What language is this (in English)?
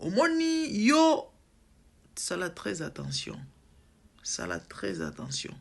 Lingala